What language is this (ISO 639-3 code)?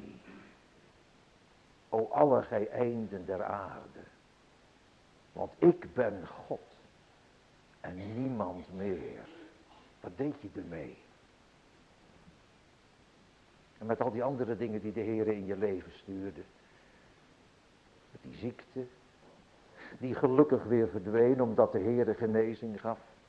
nld